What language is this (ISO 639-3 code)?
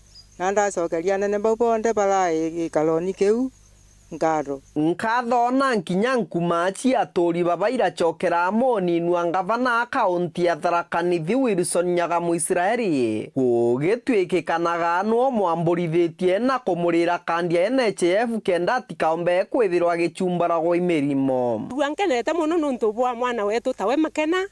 mer